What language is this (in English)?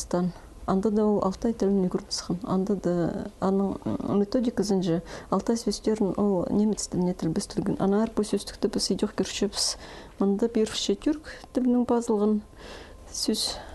Khakas